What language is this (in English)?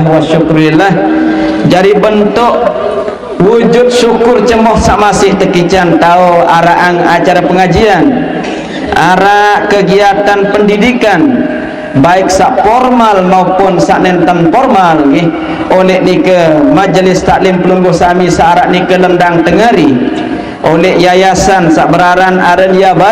Sasak